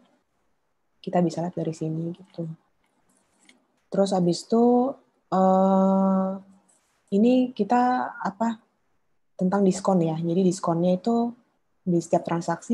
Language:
Indonesian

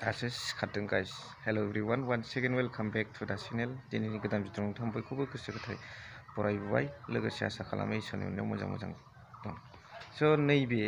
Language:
Bodo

